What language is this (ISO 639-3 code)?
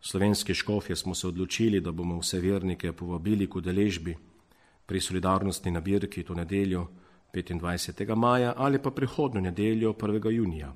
slv